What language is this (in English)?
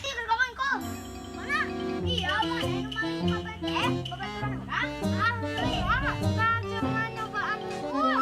Sundanese